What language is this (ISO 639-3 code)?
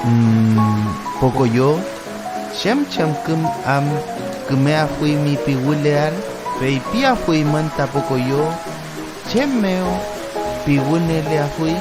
arn